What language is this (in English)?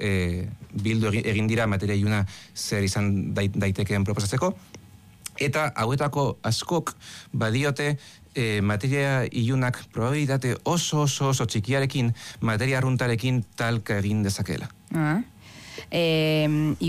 Basque